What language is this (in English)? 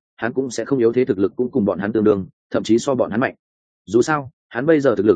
Vietnamese